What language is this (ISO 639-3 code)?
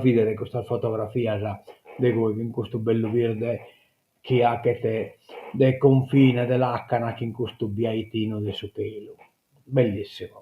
srd